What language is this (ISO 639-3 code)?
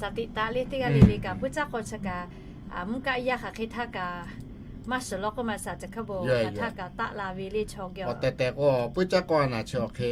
lhu